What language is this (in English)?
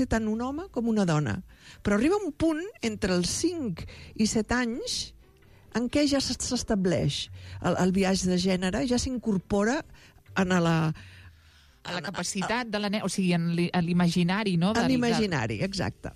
Catalan